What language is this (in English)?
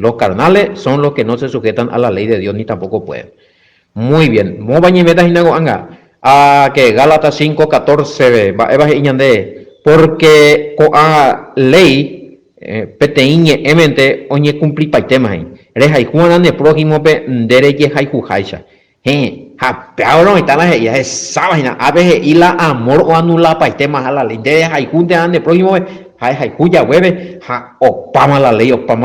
Guarani